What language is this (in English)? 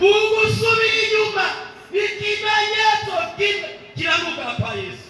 Rundi